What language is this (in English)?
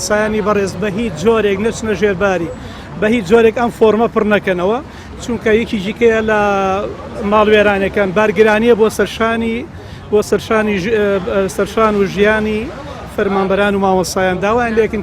Central Kurdish